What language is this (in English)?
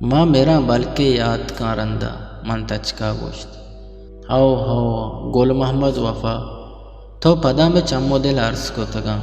Eastern Balochi